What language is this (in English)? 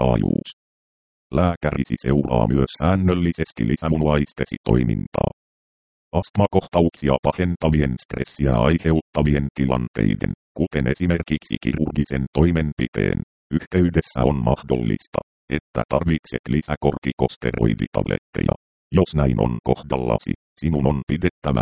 Finnish